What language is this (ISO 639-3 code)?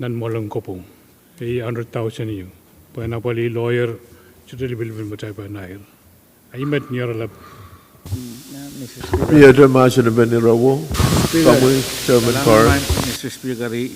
pon